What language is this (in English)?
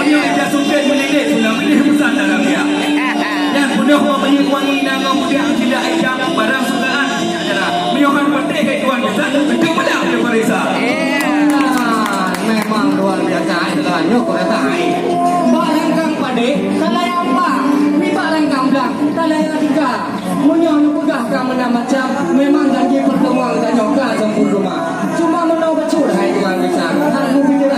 Achinese